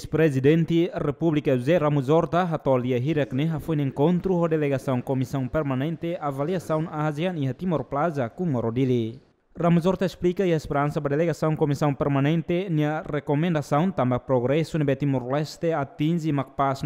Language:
Tetum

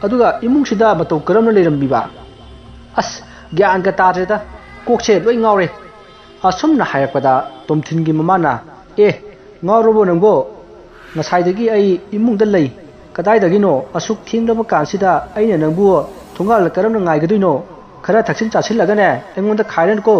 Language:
Manipuri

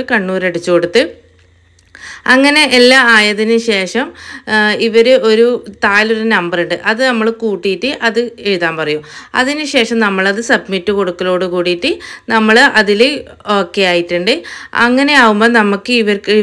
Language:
Malayalam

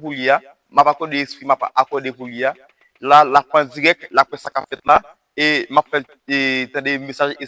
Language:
Haitian Creole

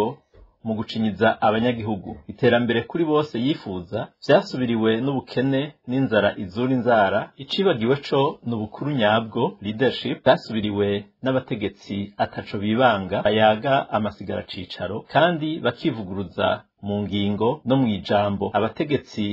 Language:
Rundi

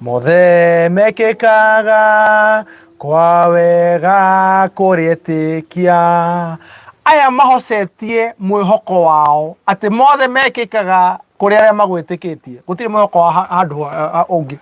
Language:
Kikuyu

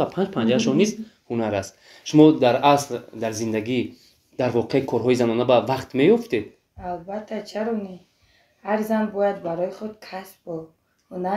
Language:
Tajik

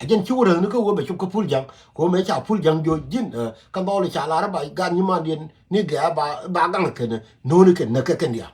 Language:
Nuer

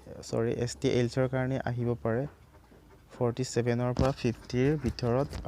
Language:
Assamese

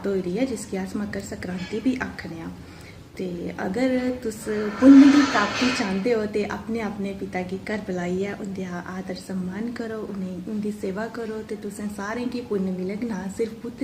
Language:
Dogri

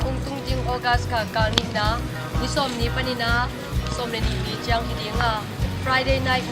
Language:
Tedim Chin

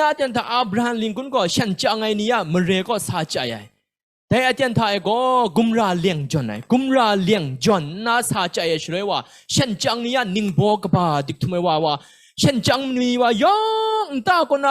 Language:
Kachin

